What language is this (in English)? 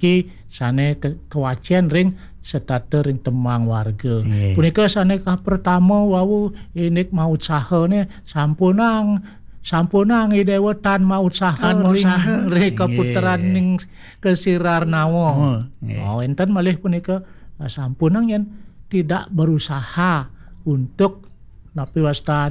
Balinese